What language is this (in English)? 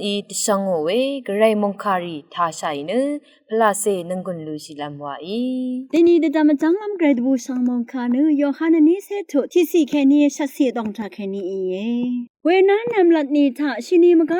Rawang